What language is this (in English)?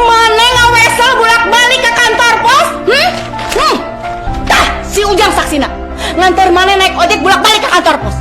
Sundanese